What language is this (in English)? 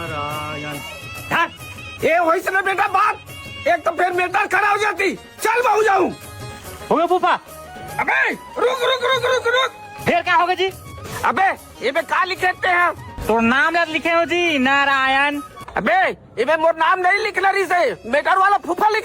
Chhattisgarhi